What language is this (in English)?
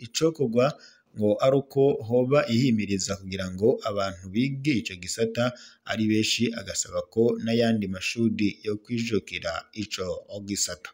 Rundi